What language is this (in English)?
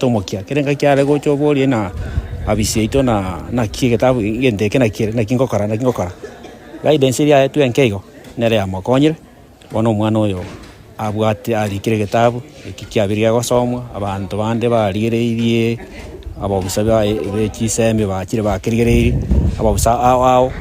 Gusii